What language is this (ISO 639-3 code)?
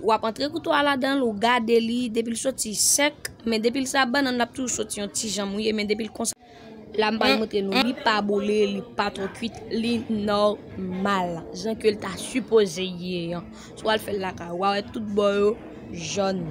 hat